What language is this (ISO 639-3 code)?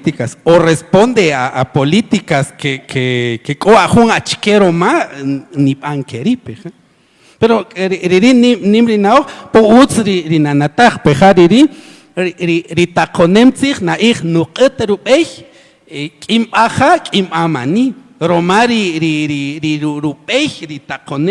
cak